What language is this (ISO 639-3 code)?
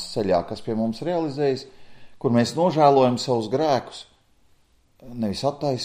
lav